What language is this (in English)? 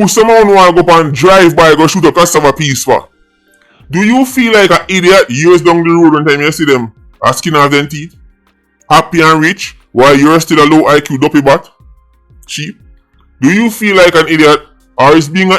Jamaican Creole English